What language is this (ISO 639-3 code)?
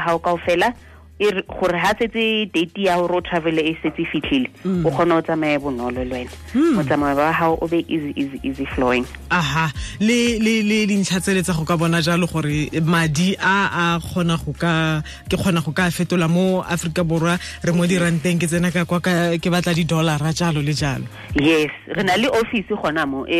tsn